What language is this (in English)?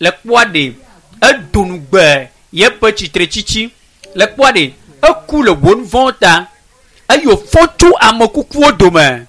Ewe